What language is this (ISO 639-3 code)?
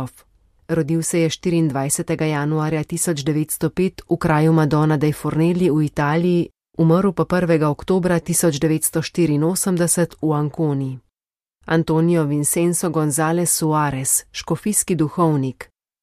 slv